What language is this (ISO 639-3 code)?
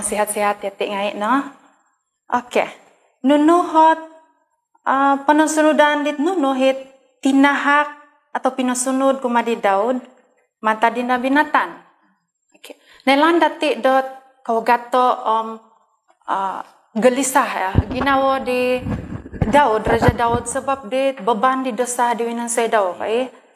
dtp